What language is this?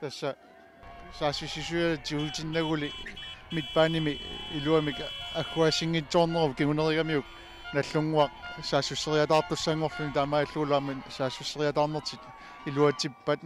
Kalaallisut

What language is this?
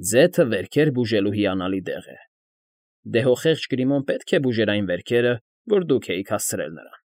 Armenian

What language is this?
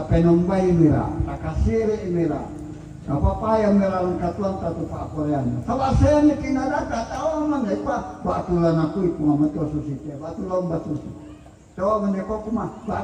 Toraja-Sa'dan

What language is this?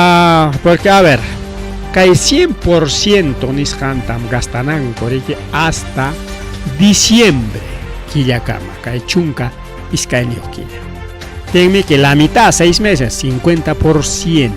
Ayacucho Quechua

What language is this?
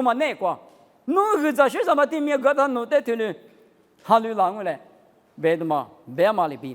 Lisu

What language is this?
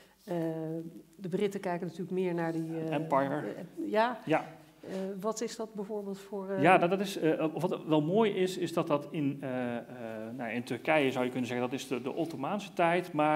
Dutch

